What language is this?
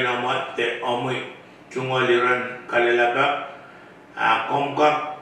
Pohnpeian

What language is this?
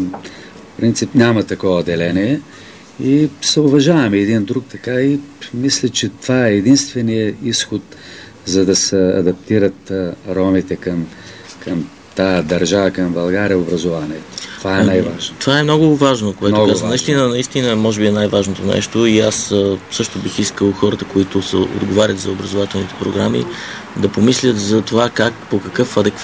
Bulgarian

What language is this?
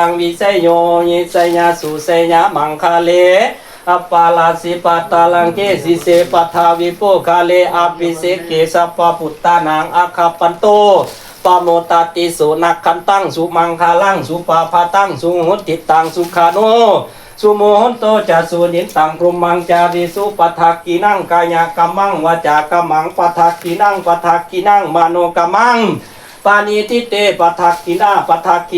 Lao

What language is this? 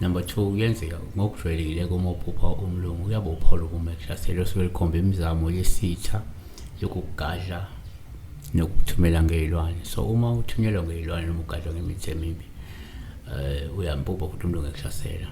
Zulu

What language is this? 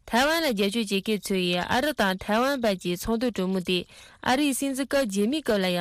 Tibetan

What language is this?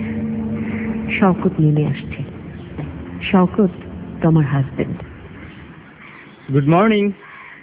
Bangla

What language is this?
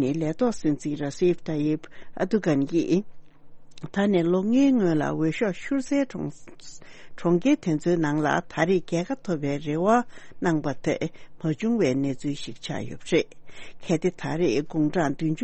Tibetan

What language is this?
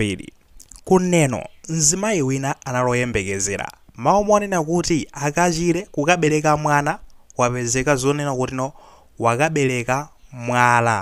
Nyanja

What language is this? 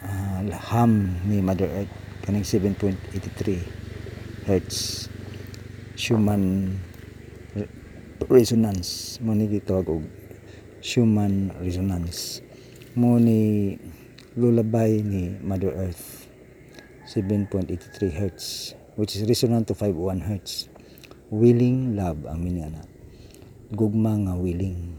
Cebuano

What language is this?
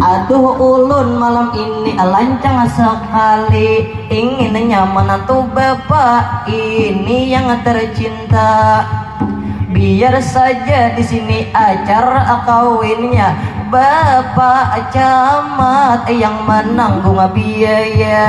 Banjar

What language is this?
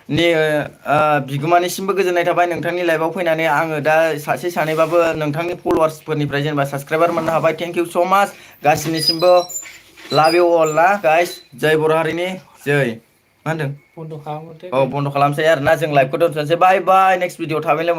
Bodo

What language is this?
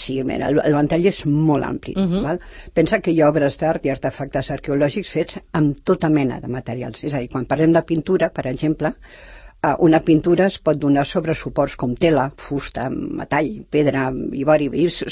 Catalan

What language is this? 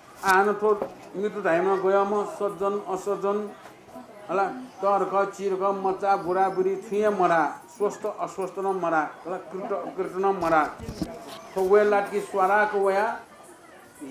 Newari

